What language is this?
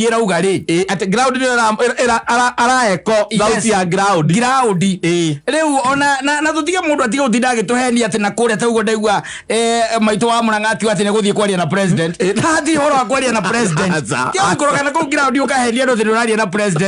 Kikuyu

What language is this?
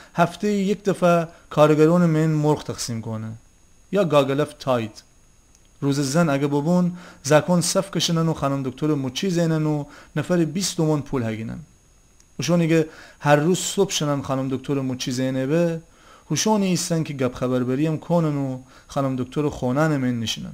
Gilaki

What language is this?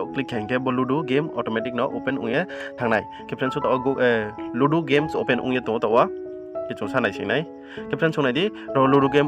Riang (India)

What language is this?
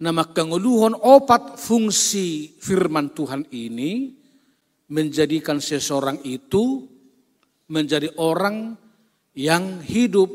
Batak Toba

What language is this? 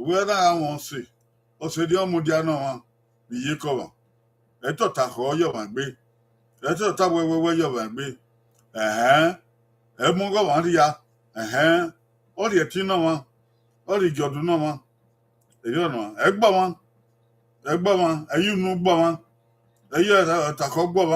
Bini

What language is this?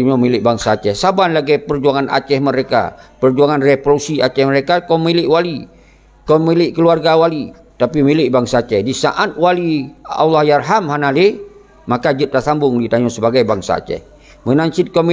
Achinese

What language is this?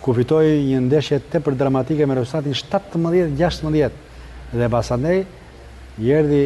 Albanian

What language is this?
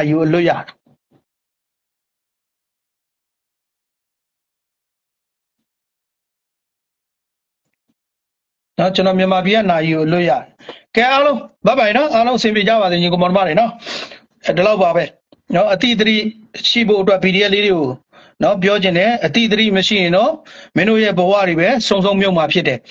Burmese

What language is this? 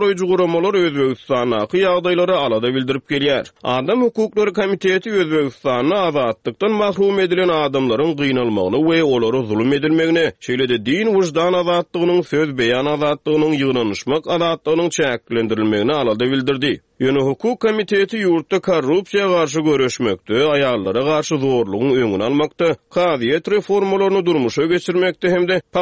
Turkmen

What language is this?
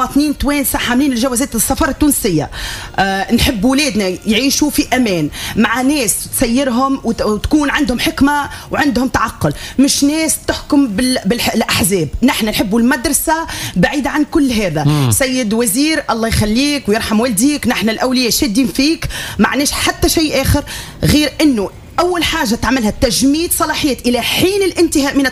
Tunisian Arabic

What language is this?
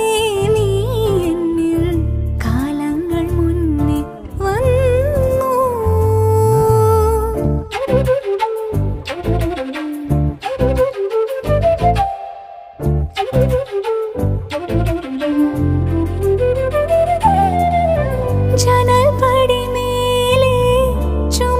Malayalam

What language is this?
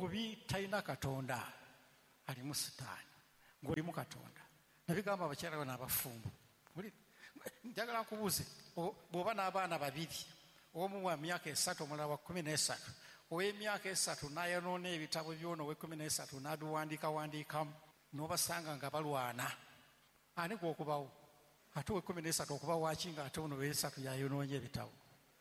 Ganda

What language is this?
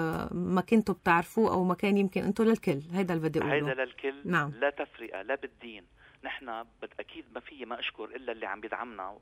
North Levantine Arabic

